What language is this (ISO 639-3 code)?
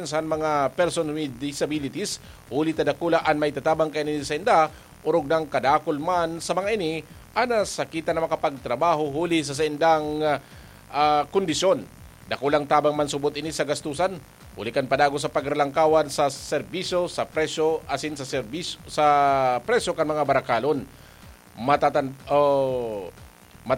bik